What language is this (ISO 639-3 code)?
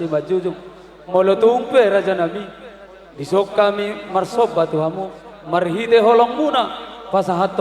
bbc